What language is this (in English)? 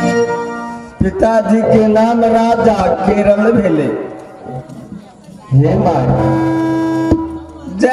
Bhojpuri